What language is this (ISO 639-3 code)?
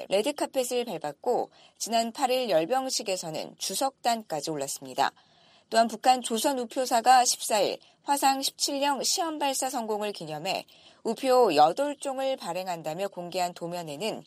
kor